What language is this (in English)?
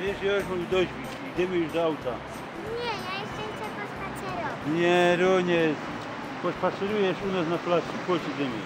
Silesian